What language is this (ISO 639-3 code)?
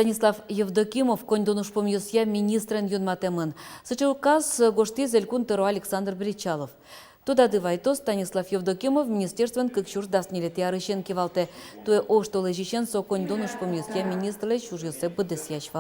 udm